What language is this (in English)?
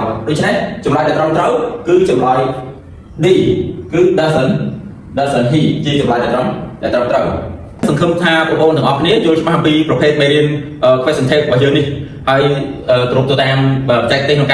Khmer